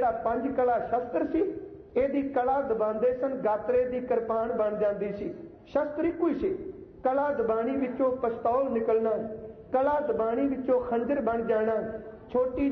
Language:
Punjabi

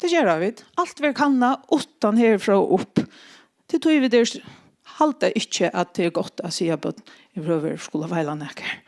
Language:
Faroese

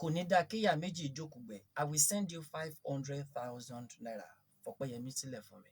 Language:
Yoruba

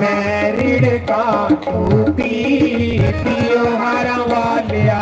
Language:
Dogri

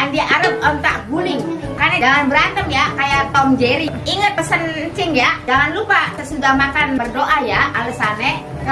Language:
Betawi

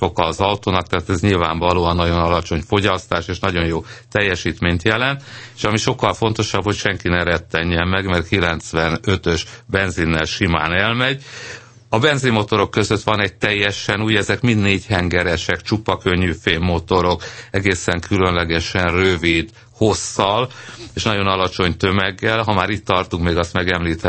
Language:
Hungarian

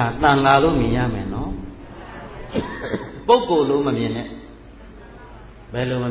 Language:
Burmese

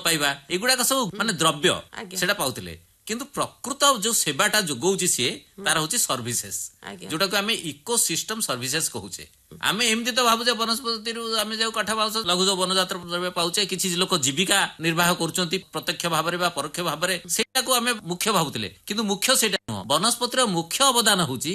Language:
Odia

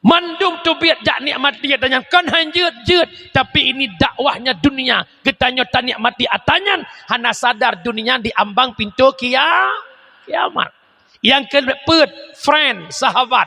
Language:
Achinese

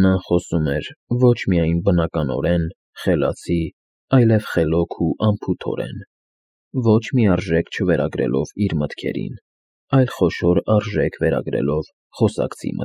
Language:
Armenian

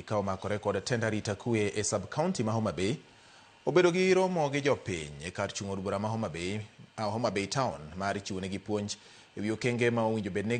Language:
Luo (Kenya and Tanzania)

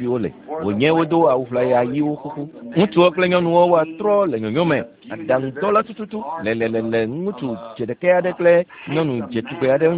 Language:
Ewe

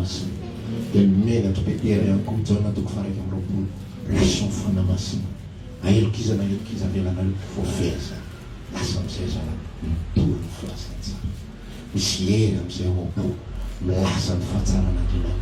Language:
Malagasy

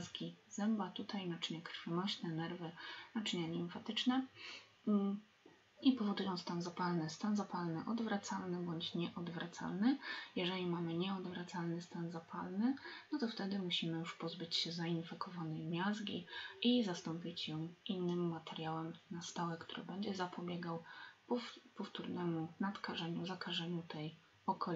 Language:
Polish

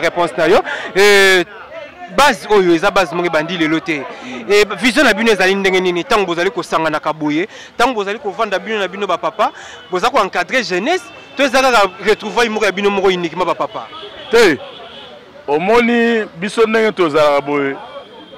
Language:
Lingala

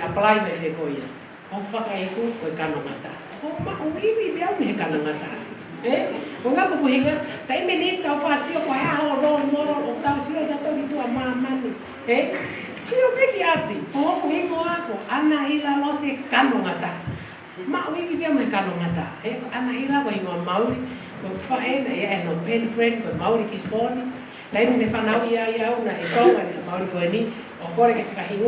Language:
Tongan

